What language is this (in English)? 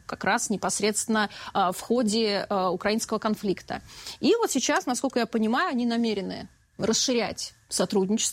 Russian